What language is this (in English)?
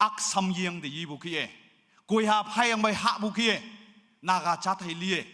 Naga Pidgin